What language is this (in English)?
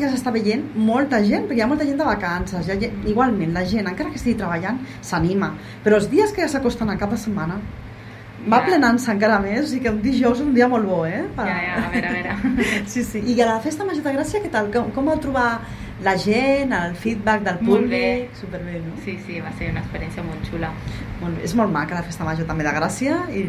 Catalan